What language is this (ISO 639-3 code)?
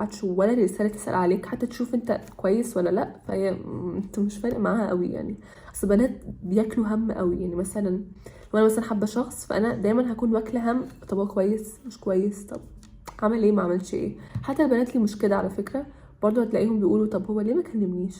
arz